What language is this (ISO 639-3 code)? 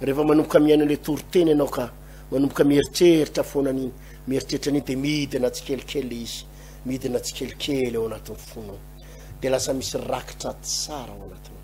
mlg